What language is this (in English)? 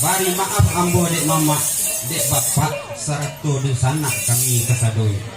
Minangkabau